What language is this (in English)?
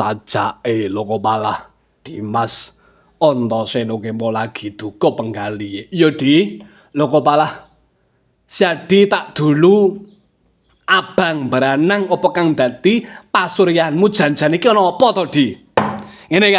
Javanese